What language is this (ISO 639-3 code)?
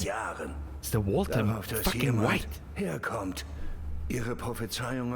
bar